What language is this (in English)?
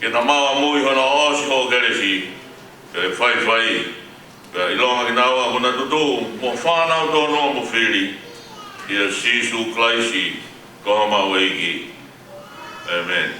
Tongan